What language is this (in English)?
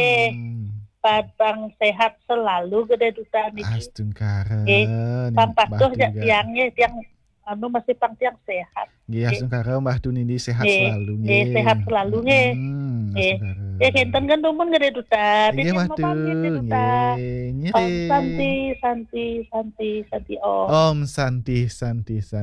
Balinese